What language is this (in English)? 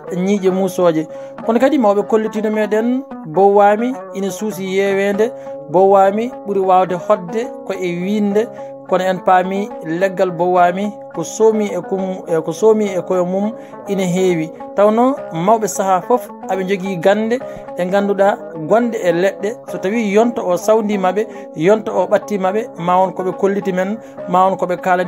Fula